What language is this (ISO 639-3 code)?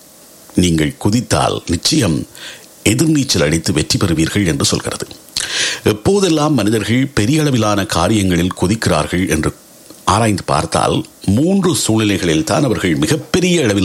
tam